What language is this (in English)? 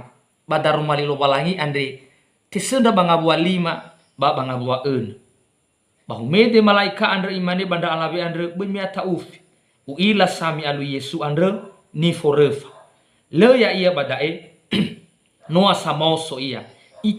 Nias